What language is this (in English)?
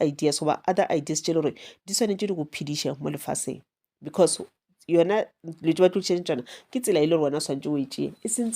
Northern Sotho